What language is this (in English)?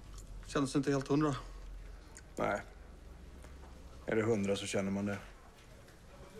Swedish